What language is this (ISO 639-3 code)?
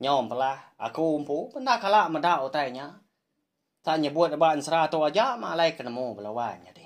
iba